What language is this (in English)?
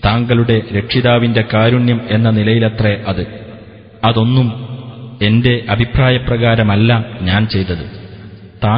Malayalam